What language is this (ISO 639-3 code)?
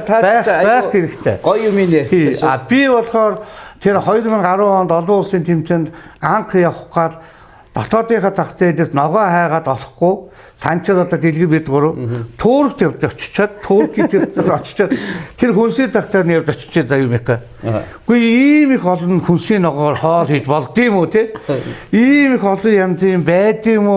mon